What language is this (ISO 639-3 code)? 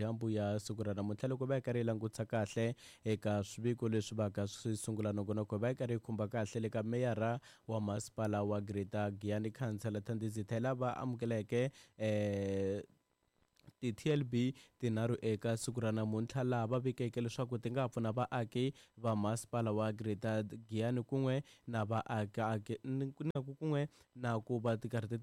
tso